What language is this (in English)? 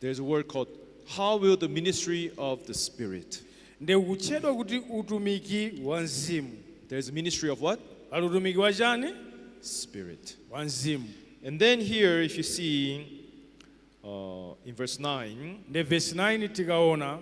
Nyanja